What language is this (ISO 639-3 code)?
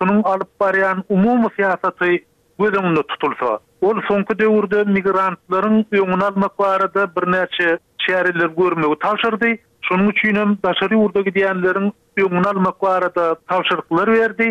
tuk